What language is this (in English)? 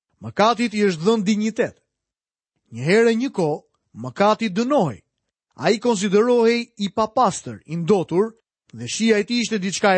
Albanian